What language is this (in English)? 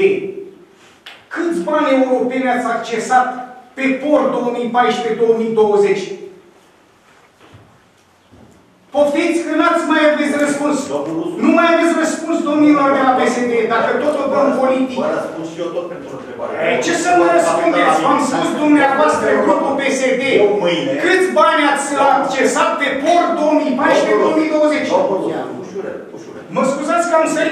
Romanian